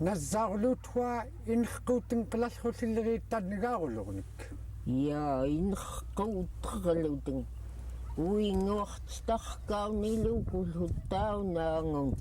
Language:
Central Yupik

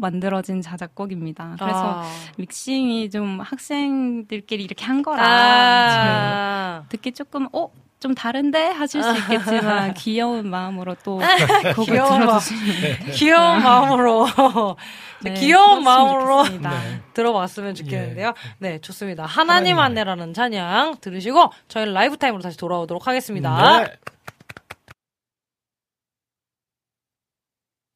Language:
Korean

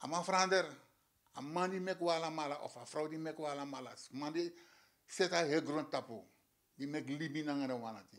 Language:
Sranan Tongo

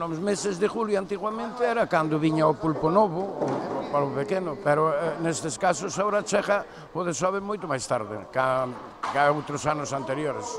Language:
Galician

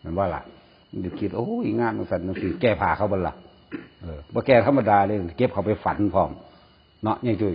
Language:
Northeastern Thai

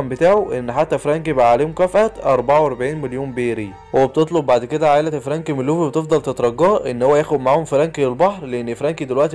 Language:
Egyptian Arabic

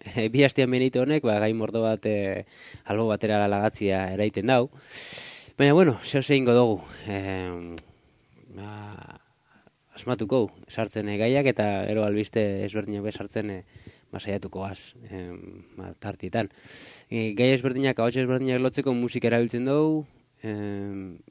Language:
Basque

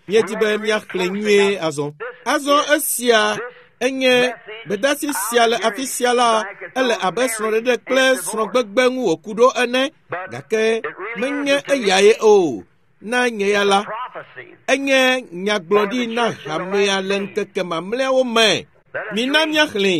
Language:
Ewe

